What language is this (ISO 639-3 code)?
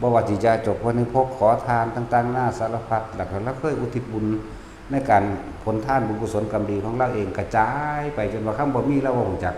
tts